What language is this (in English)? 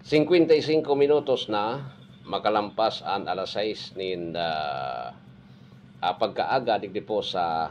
Bikol